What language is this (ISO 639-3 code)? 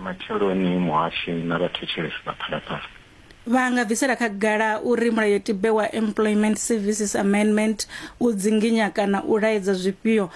ven